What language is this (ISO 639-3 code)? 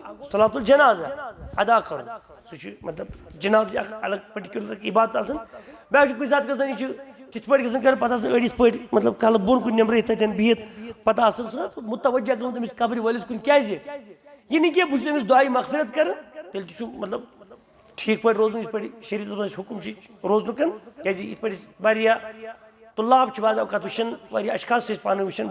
kas